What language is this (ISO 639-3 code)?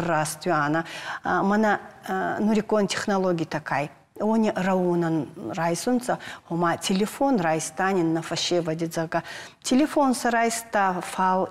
oss